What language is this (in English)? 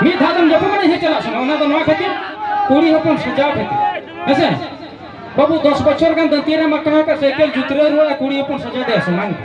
Santali